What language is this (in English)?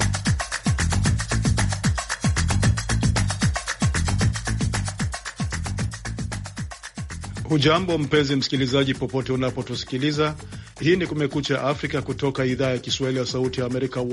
Swahili